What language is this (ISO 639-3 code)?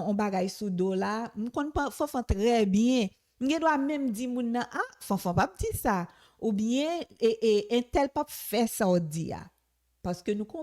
hat